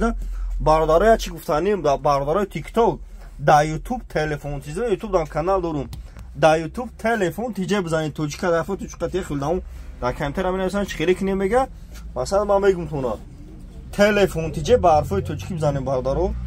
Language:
Tajik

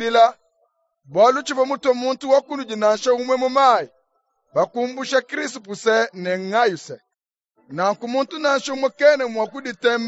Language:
Luba-Lulua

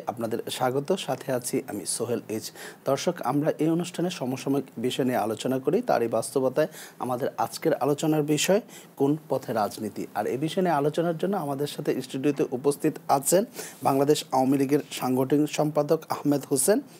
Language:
Bangla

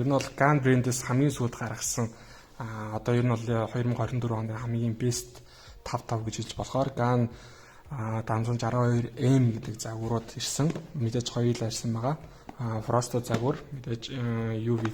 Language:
Mongolian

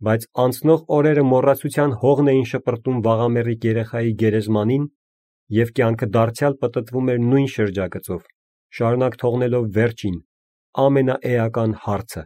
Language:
Armenian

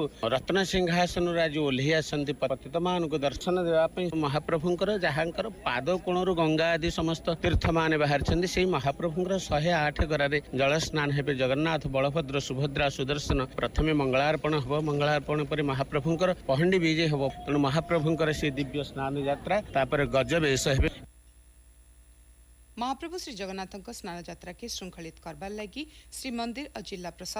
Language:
Odia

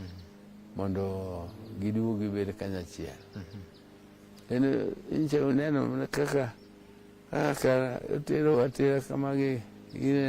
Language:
Luo (Kenya and Tanzania)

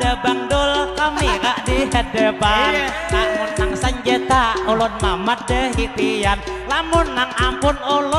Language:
Banjar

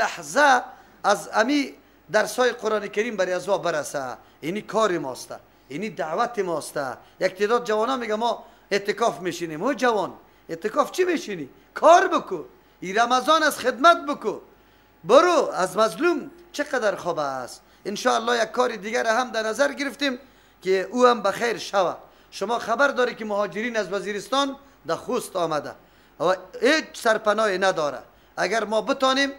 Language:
Persian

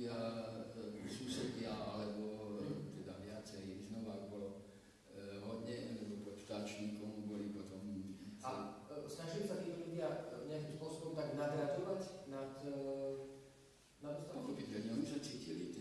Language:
Slovak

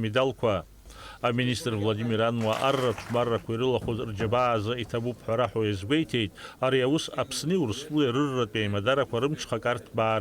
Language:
Abkhazian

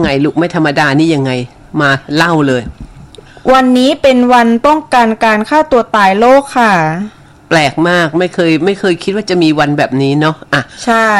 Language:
Thai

